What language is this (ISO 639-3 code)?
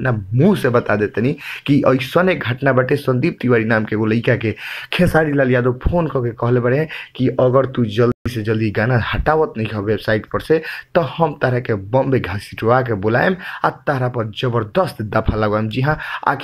bho